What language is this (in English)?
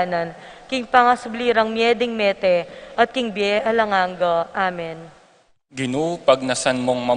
Pampanga